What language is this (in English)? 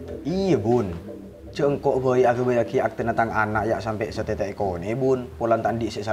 Madurese